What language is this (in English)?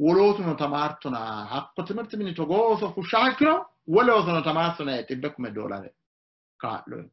Sidamo